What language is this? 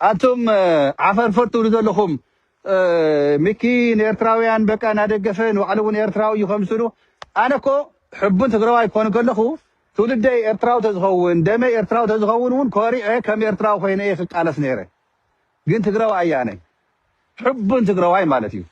Tigrinya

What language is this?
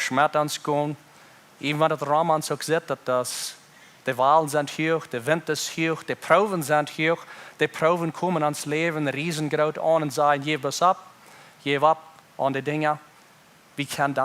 Plautdietsch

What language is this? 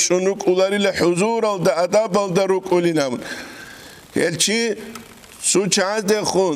Avaric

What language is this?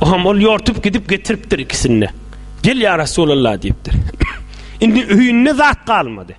Turkmen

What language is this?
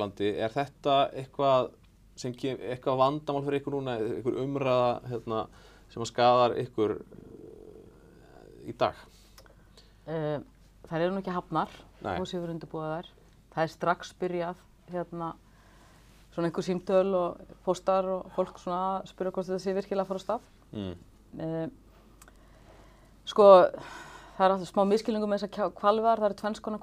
Icelandic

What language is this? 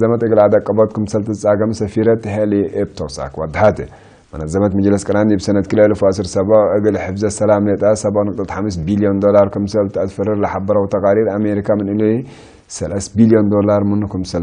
Tigre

